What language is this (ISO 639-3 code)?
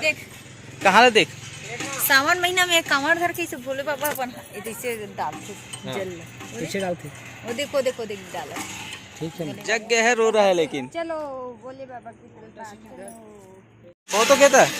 hne